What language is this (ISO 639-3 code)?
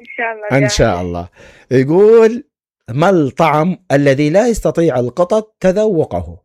acm